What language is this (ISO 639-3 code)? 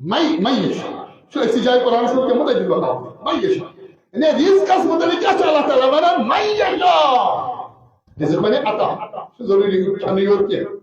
kas